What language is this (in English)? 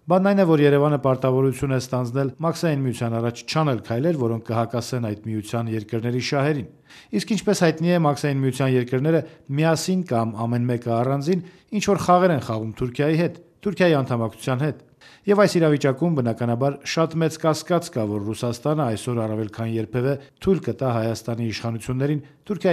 Armenian